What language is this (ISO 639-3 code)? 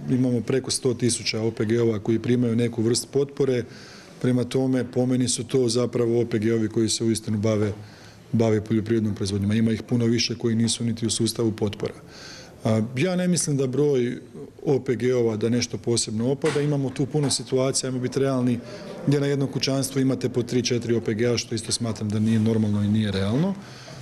hrv